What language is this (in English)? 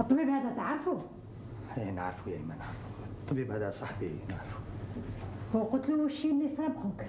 Algerian Arabic